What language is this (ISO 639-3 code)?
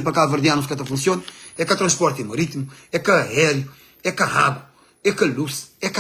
kea